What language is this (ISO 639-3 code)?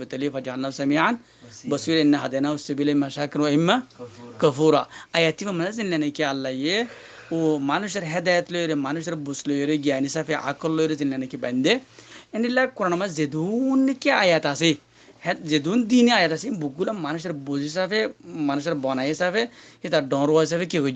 rhg